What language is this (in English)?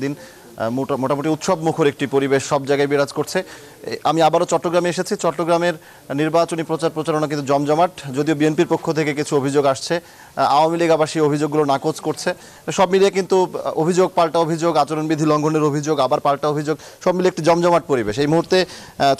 Bangla